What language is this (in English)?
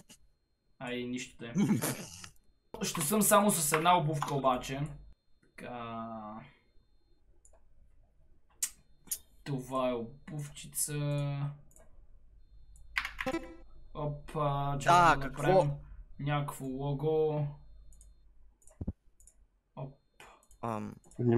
Bulgarian